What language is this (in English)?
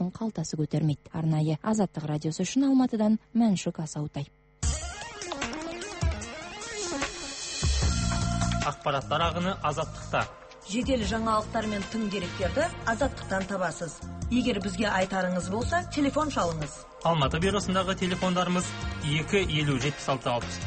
Kazakh